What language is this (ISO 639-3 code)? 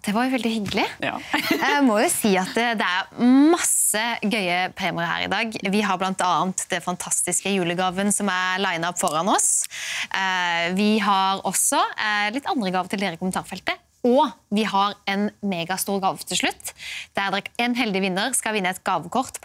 nor